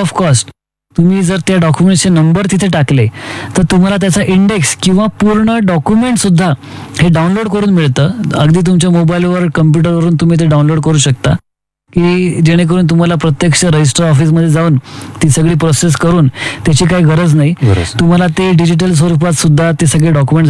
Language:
Marathi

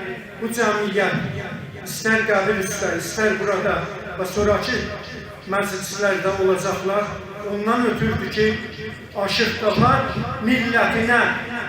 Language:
South Azerbaijani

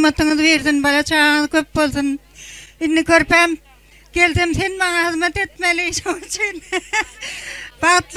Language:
Turkmen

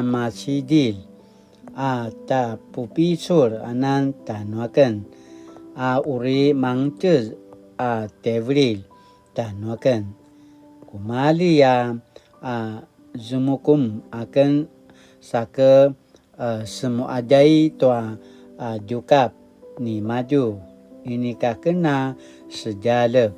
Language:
Paiwan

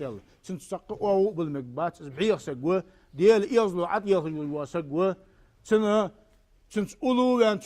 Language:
Ingush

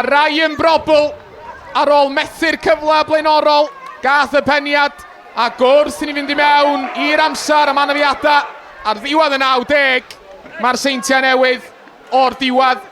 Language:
Welsh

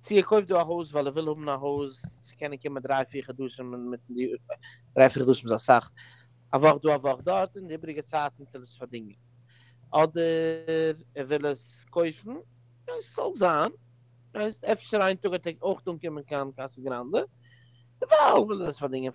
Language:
Yiddish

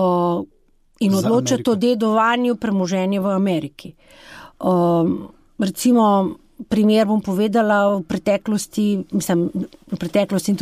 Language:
Slovenian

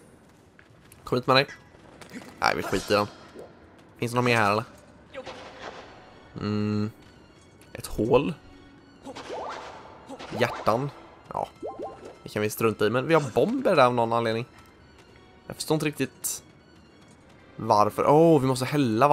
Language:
Swedish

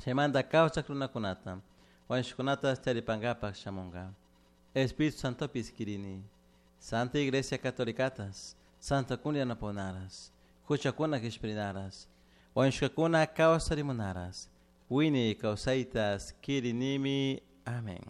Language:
Chimborazo Highland Quichua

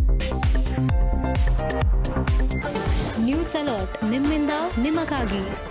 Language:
Kannada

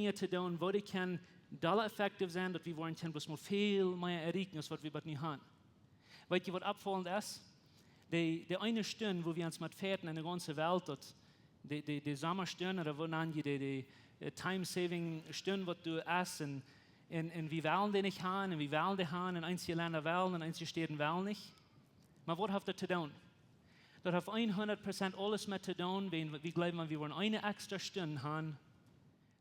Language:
Plautdietsch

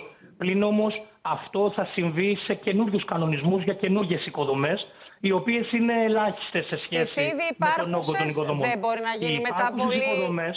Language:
Greek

